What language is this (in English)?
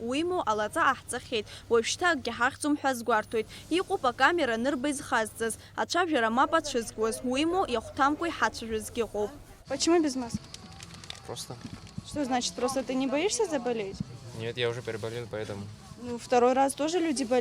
Abkhazian